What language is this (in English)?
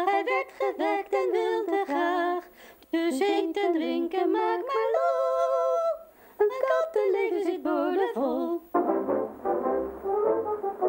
Dutch